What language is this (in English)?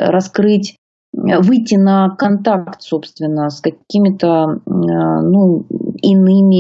Russian